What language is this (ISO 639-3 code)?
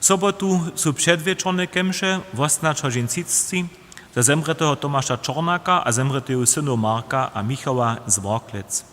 hsb